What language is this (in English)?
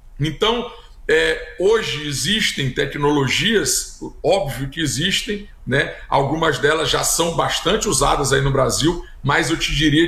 Portuguese